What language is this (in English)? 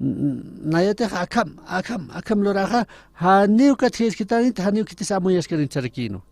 Aymara